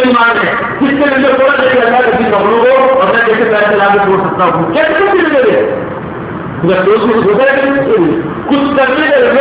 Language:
Urdu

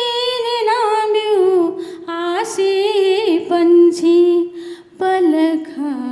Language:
Newari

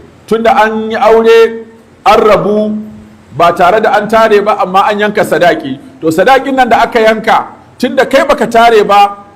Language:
Hausa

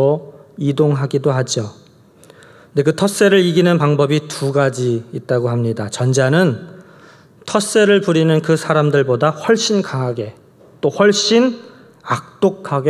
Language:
Korean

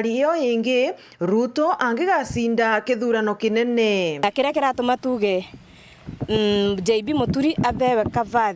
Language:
Meru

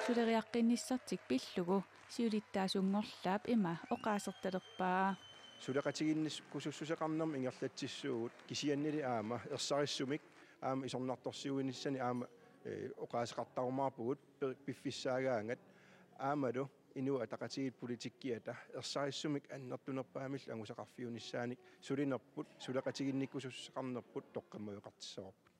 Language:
Kalaallisut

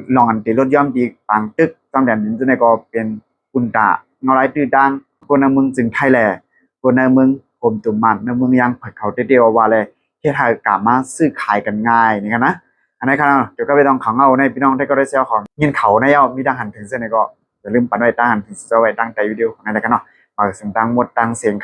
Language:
Shan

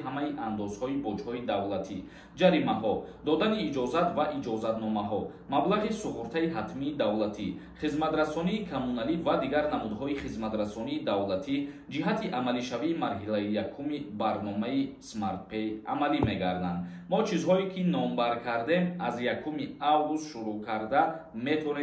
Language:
Tajik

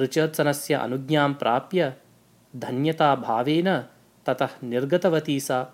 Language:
Sanskrit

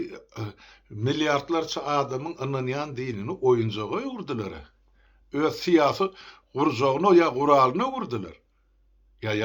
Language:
Turkmen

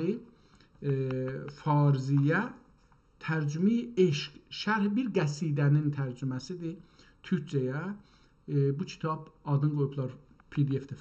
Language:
South Azerbaijani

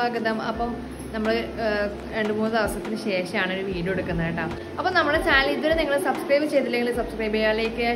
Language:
Malayalam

